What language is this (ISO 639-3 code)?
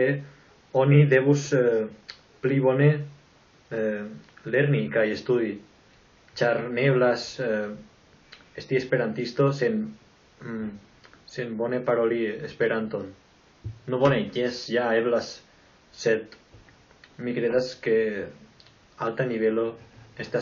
epo